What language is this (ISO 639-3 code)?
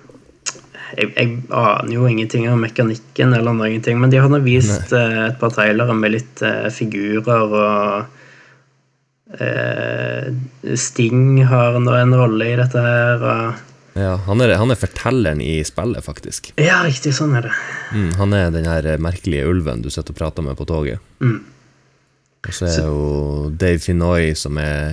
nor